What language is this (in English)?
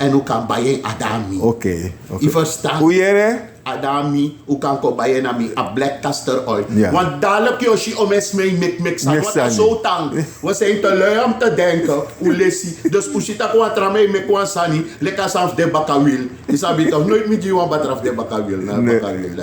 Sranan Tongo